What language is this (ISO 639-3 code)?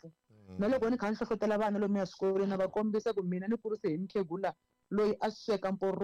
tso